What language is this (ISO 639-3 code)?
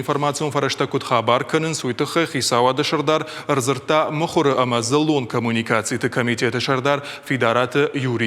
oss